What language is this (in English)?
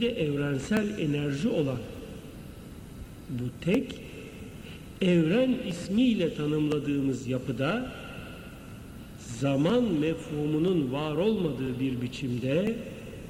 Turkish